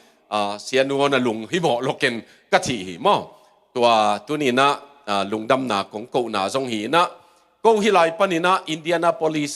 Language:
Tedim Chin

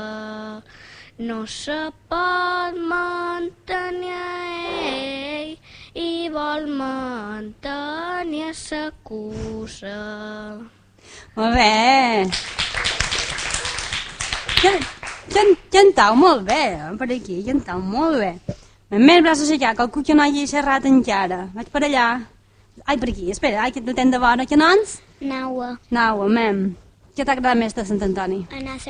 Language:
Catalan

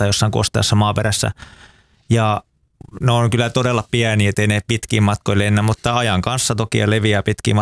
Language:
Finnish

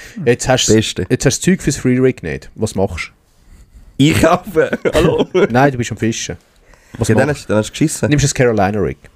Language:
Swiss German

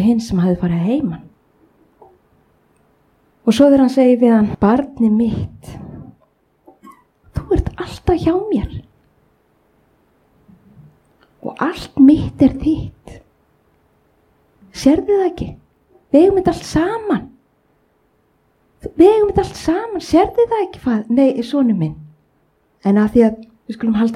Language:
Icelandic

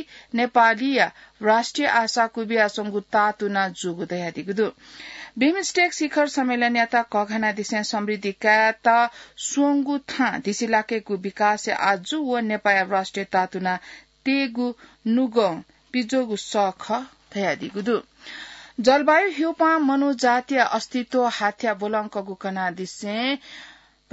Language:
Newari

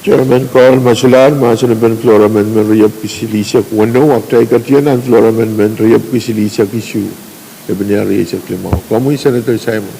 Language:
Pohnpeian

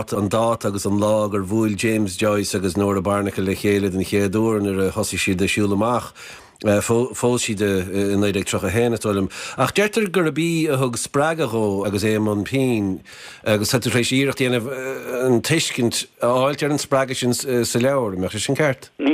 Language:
Irish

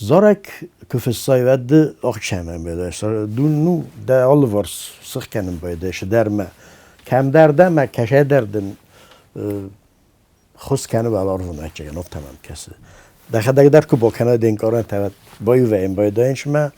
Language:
Ossetic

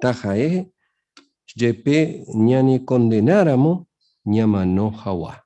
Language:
Guarani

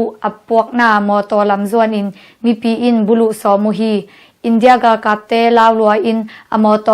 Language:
Tedim Chin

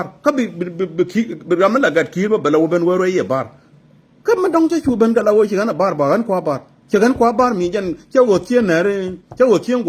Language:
Nuer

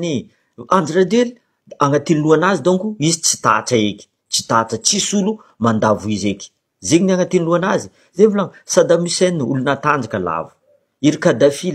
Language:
Malagasy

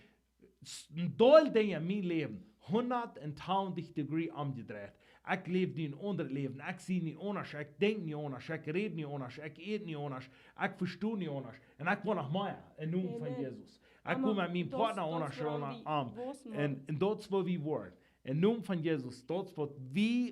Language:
Plautdietsch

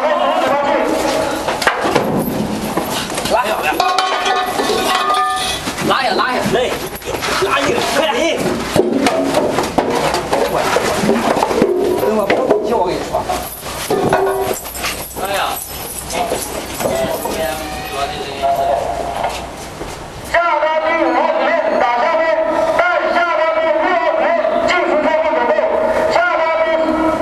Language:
Chinese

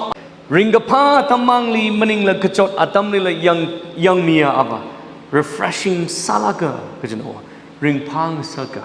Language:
Tangkhul Naga (India)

